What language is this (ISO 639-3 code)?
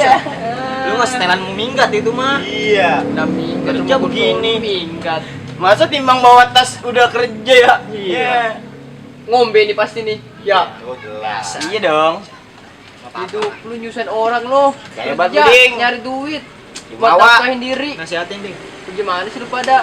bew